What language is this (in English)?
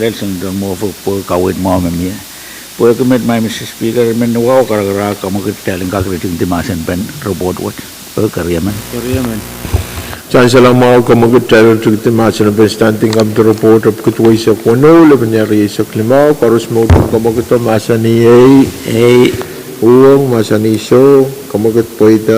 Pohnpeian